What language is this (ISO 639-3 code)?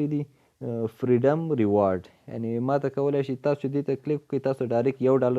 pus